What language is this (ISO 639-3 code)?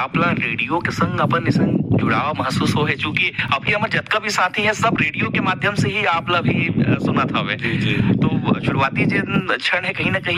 hne